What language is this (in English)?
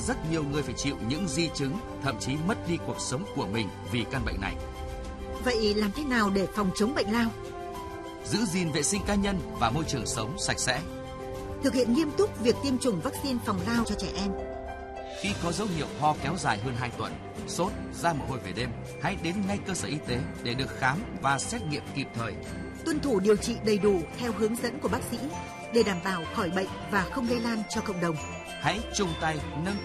Vietnamese